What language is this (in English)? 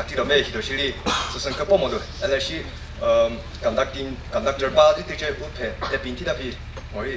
Chokri Naga